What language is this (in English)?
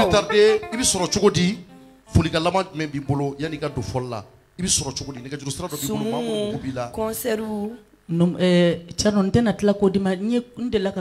Bambara